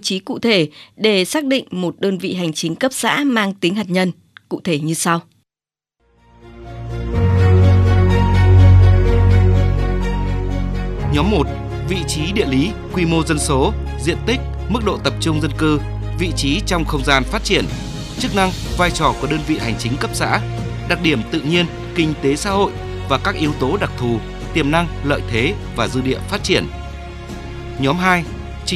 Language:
Vietnamese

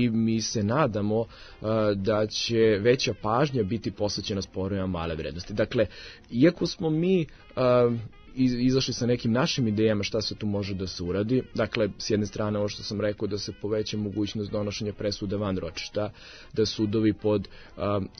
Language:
Serbian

